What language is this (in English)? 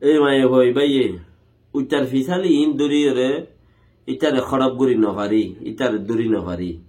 Rohingya